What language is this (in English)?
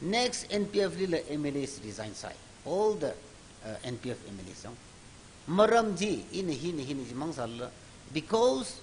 Tangkhul Naga (India)